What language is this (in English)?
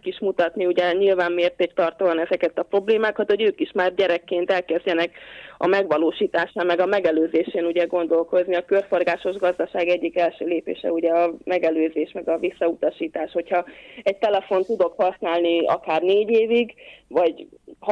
Hungarian